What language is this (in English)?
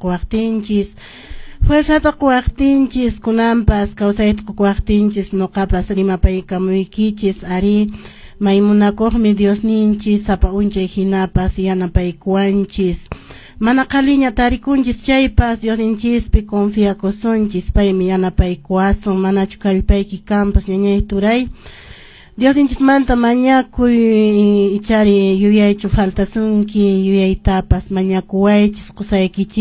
Quechua